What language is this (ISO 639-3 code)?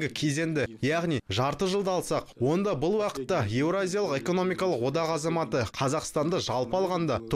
kaz